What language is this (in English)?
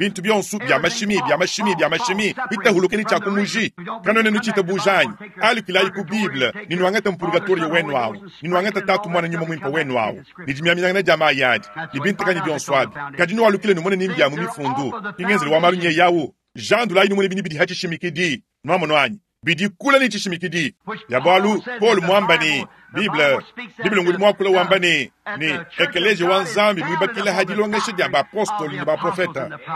Luba-Lulua